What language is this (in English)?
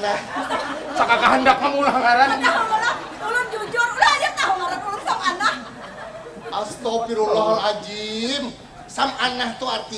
Banjar